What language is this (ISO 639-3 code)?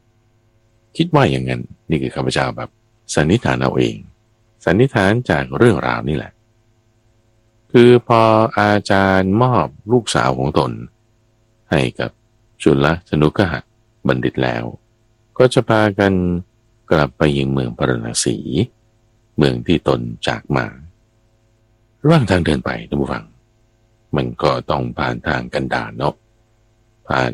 tha